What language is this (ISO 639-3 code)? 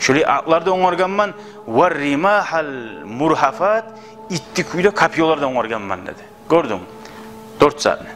kum